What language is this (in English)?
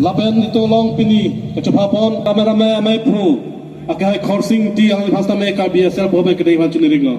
Karbi